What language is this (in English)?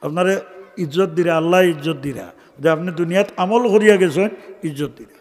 Sylheti